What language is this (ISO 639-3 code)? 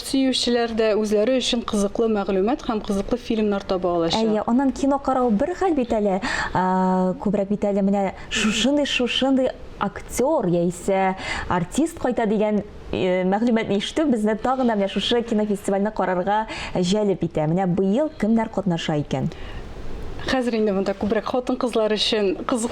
tat